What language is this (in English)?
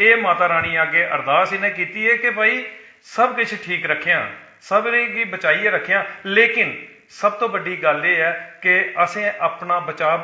Dogri